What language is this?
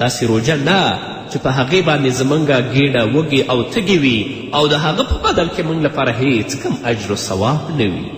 Pashto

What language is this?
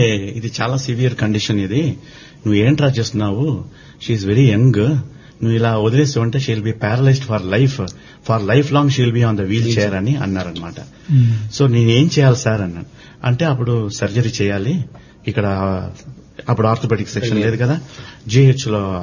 Telugu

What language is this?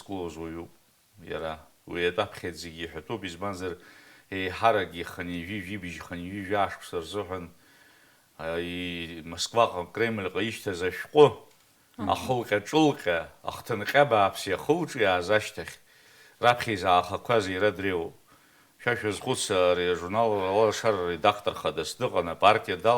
Abkhazian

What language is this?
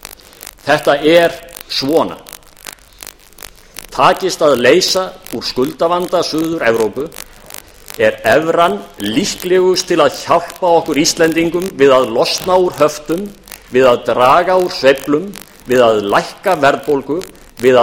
Icelandic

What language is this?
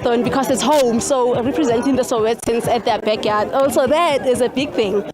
Venda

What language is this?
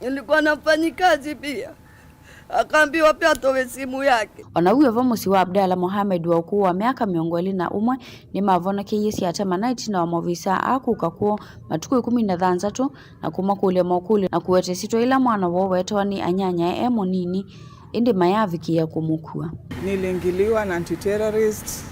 Kamba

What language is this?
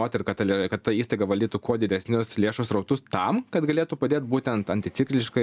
Lithuanian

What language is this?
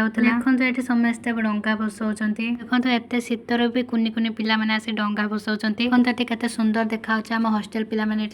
Odia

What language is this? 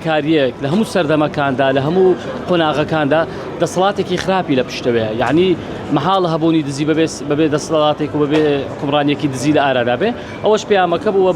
Central Kurdish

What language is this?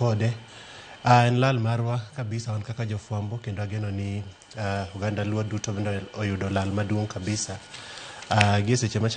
Luo (Kenya and Tanzania)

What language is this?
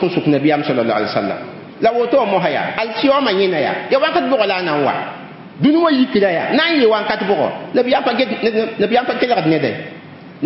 Mossi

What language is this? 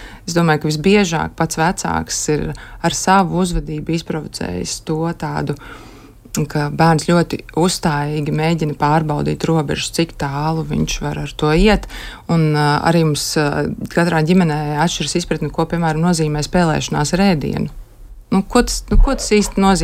Latvian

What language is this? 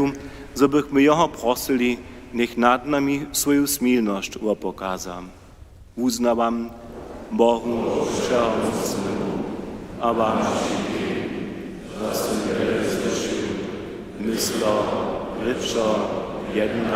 Upper Sorbian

